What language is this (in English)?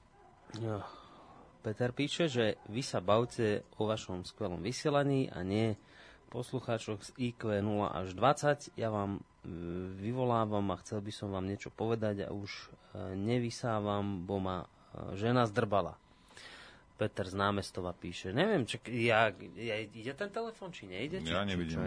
Slovak